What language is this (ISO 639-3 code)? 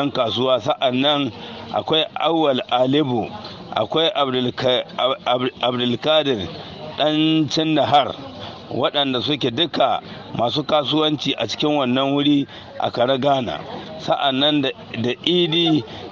hau